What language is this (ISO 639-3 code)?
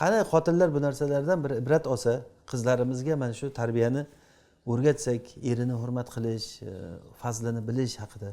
uzb